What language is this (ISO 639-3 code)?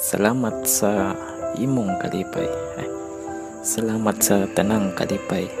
ceb